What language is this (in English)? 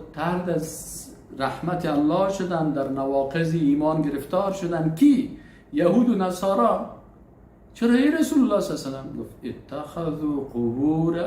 Persian